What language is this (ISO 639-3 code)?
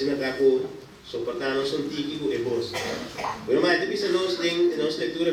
pap